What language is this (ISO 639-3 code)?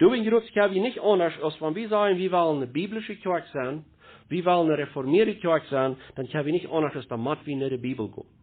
pdt